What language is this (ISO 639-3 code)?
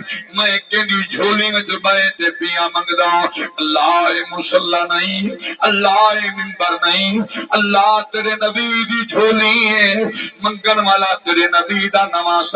skr